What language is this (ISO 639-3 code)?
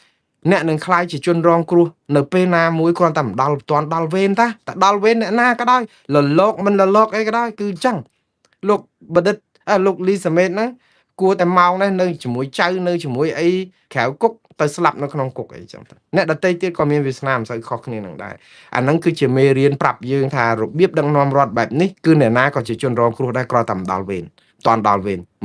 khm